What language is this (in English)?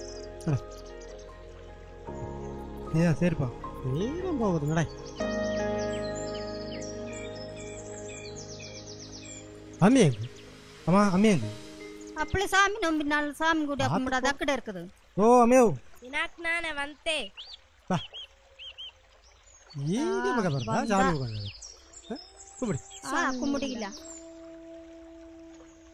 Tamil